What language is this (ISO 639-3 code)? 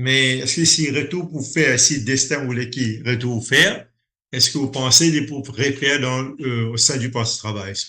mfe